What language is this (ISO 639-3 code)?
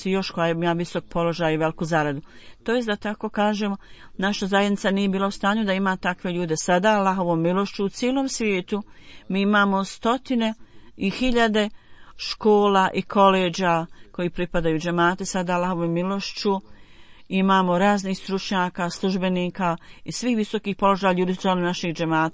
bos